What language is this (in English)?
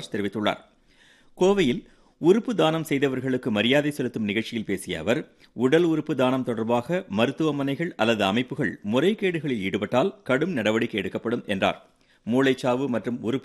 Tamil